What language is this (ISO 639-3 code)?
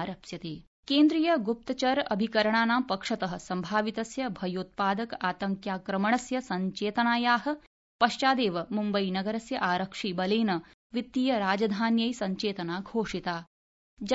san